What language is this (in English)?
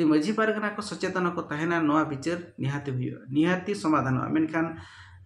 Santali